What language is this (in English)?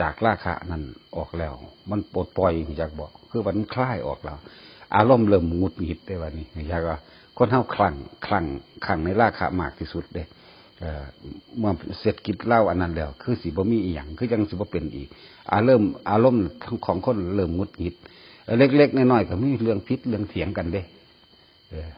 Northeastern Thai